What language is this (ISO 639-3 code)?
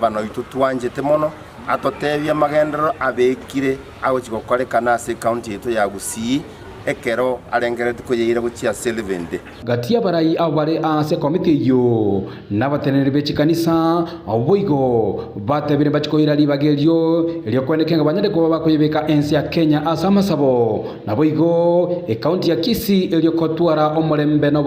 guz